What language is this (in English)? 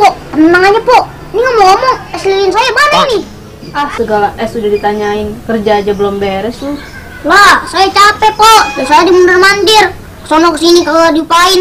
Betawi